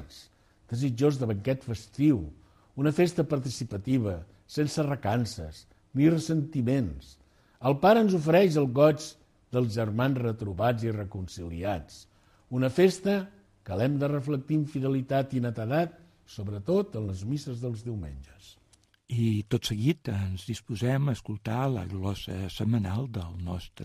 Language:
Catalan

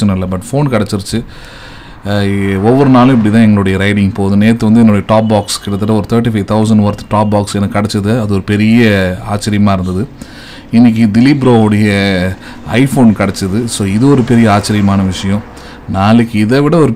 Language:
Tamil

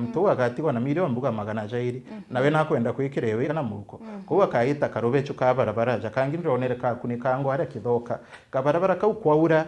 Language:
Meru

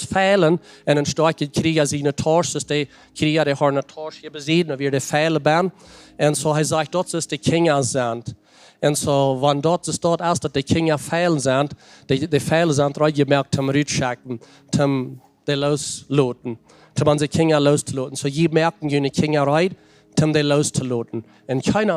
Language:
Plautdietsch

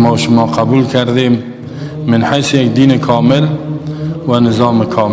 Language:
Persian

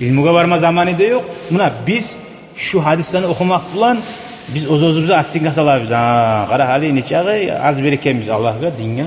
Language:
Kumyk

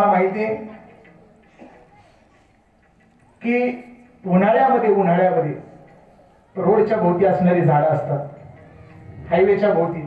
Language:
Marathi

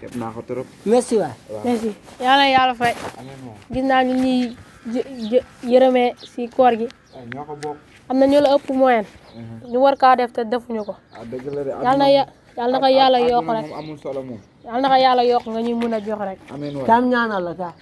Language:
Wolof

